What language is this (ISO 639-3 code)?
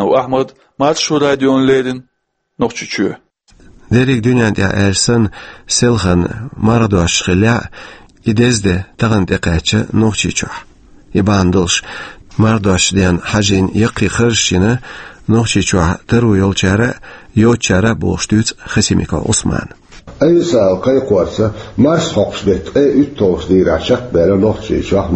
che